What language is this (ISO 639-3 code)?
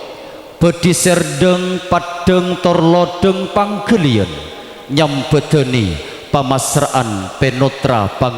mad